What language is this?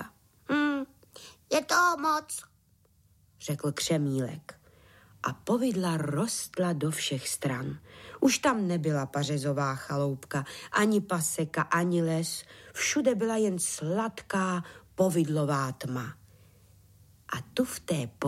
Czech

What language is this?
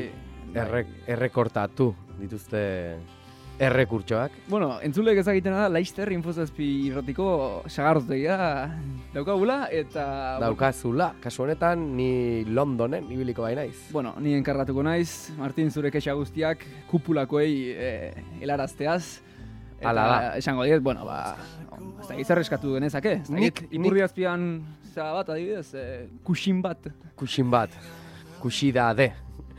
Basque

